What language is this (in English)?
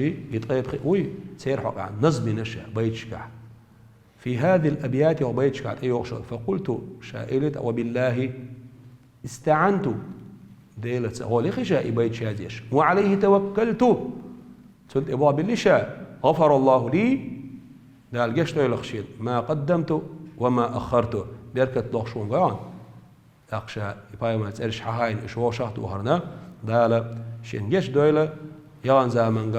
Chechen